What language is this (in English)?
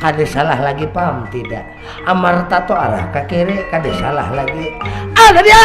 Banjar